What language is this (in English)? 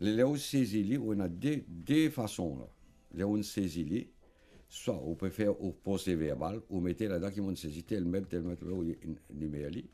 Morisyen